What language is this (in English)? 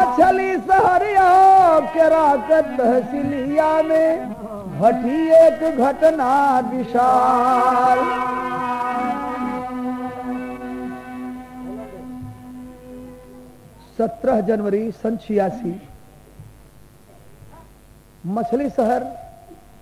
Bhojpuri